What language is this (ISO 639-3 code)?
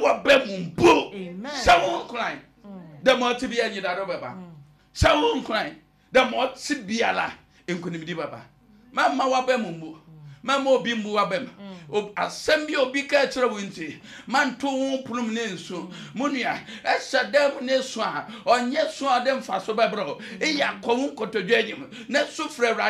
aka